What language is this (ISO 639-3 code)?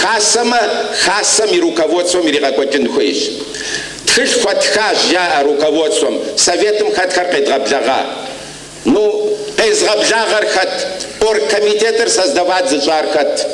kbd